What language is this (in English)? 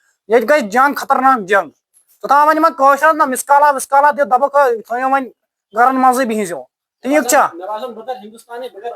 Kashmiri